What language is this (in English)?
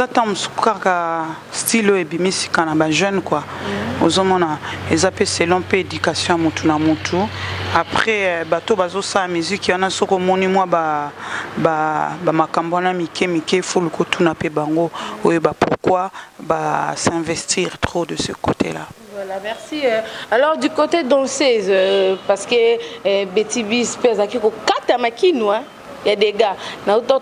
Lingala